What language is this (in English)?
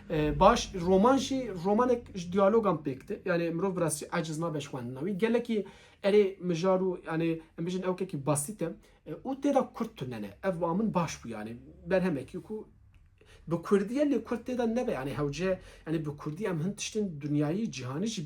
Kurdish